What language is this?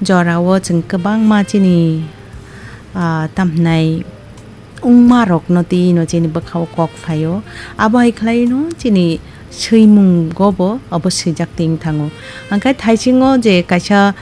Kok Borok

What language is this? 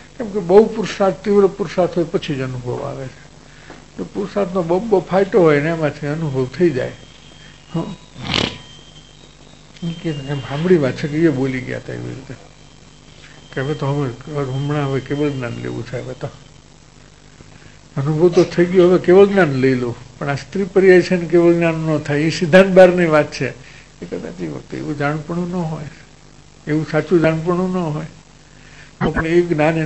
Gujarati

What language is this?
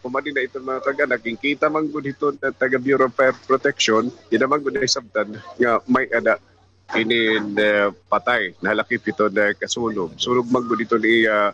Waray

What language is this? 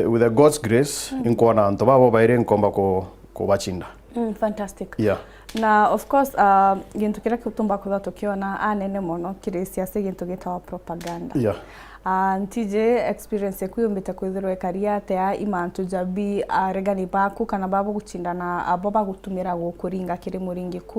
Meru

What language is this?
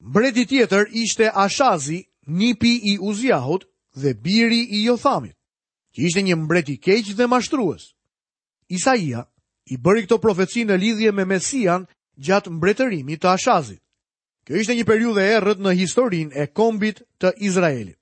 Albanian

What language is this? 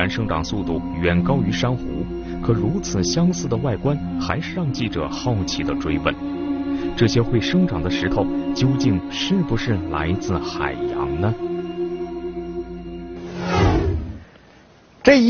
Chinese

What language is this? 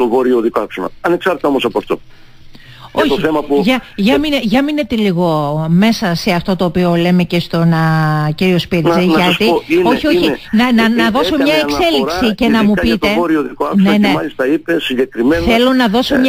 Greek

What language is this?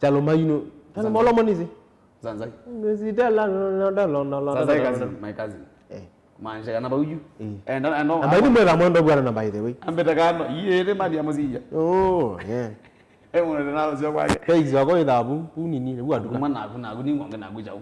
Kamba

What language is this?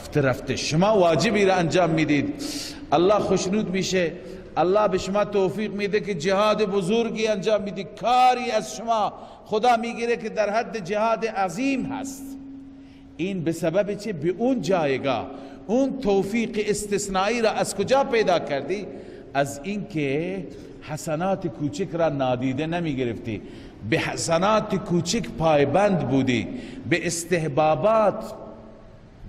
Persian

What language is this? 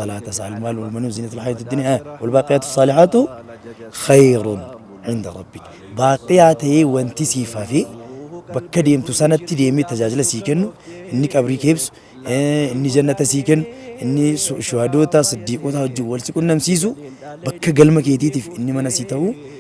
Oromo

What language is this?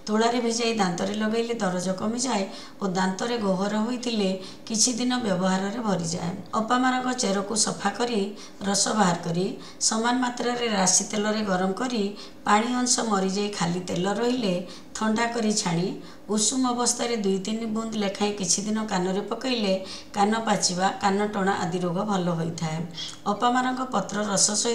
Odia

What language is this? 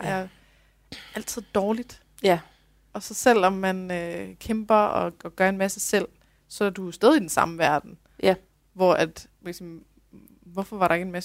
Danish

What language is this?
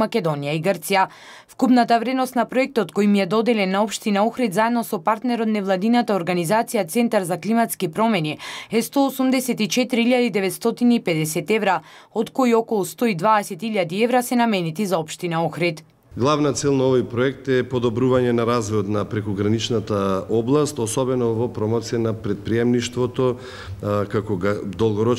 Macedonian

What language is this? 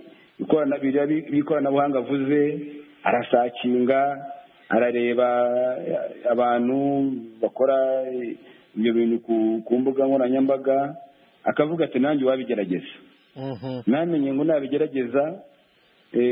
Kinyarwanda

